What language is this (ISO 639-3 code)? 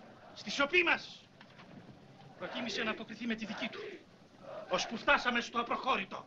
ell